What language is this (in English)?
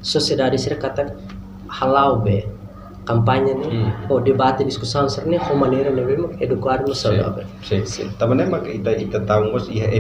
Tetum